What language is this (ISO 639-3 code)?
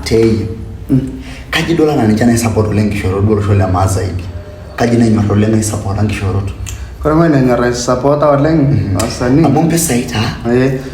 mas